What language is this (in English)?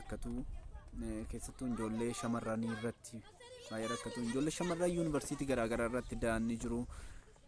Oromo